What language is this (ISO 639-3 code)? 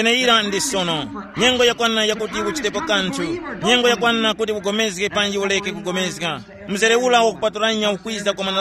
tum